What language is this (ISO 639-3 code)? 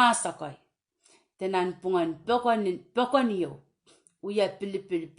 pon